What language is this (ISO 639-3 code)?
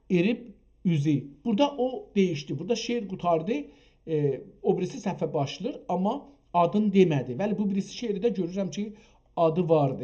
azb